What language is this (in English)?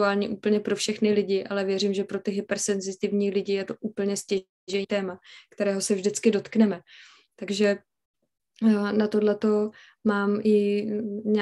Czech